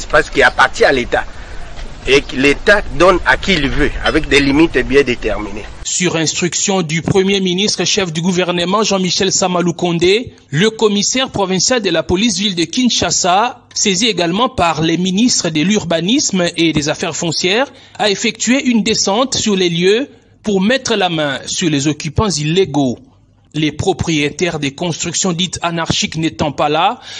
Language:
French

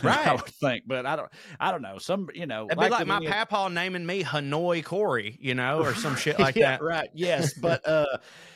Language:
English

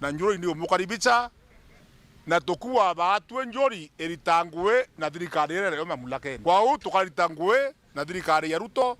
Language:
Meru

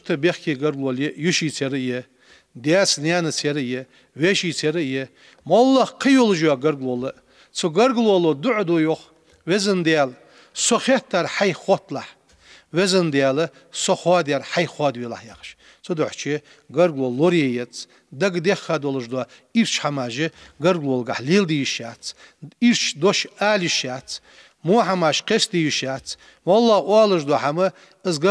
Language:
Ingush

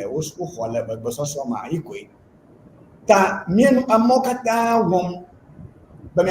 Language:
Ewe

